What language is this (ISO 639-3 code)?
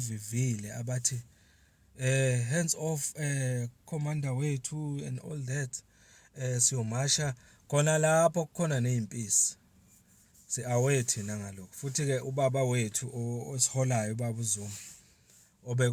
zul